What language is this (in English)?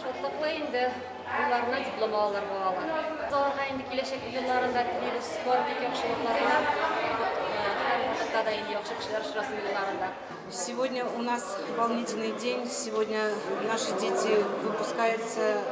Tatar